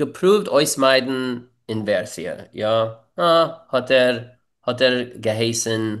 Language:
Yiddish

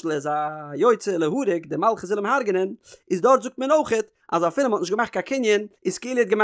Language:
Yiddish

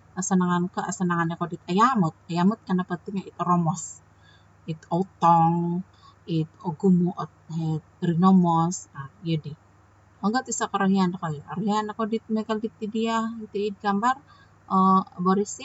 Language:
Central Dusun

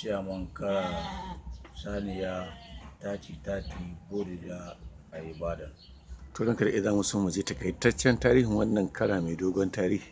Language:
Hausa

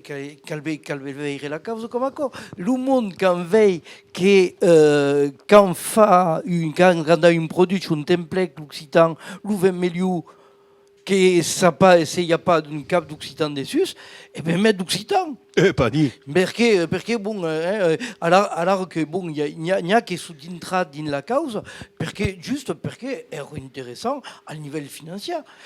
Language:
Occitan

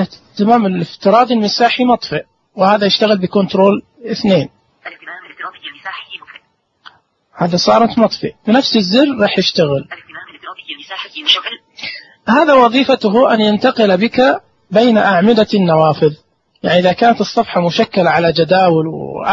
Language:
Najdi Arabic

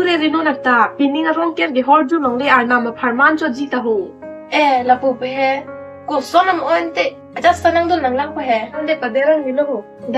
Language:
Karbi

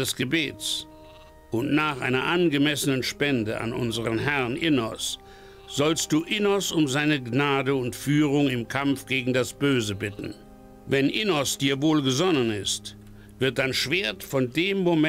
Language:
Bavarian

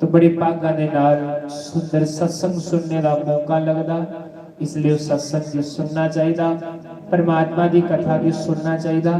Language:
Dogri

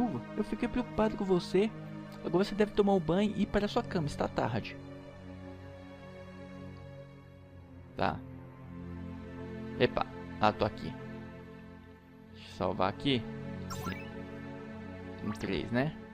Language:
Portuguese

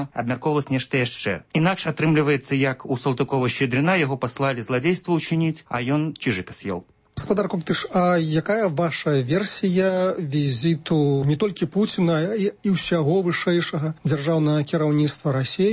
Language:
Belarusian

